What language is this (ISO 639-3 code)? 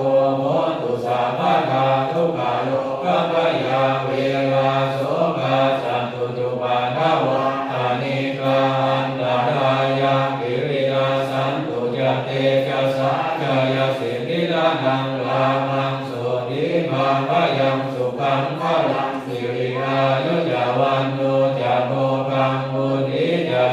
pli